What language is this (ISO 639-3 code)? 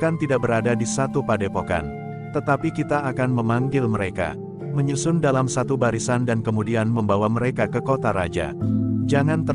ind